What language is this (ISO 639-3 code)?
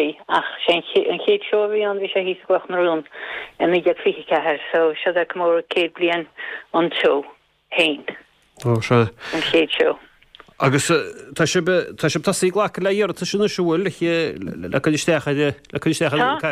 gle